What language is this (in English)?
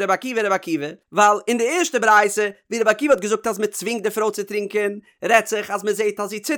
Yiddish